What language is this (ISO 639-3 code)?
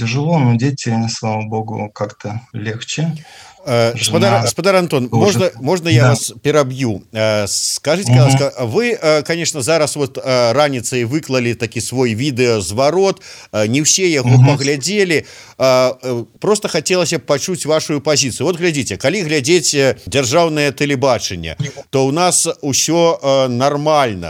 bel